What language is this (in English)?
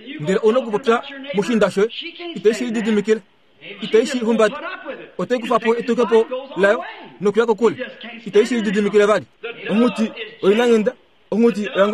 Kuanyama